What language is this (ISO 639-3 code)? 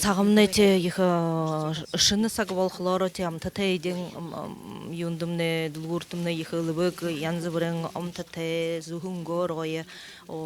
bua